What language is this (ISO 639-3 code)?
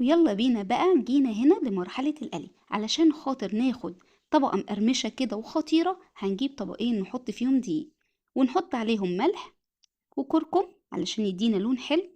arz